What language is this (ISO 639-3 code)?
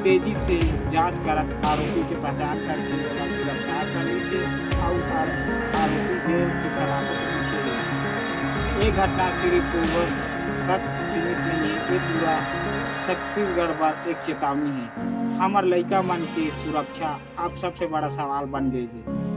hne